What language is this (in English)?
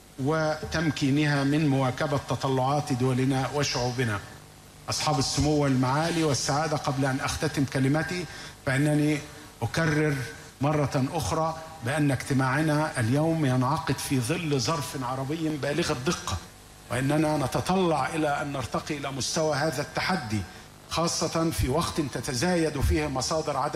Arabic